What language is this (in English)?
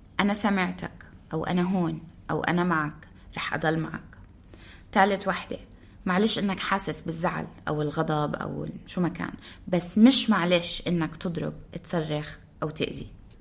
North Levantine Arabic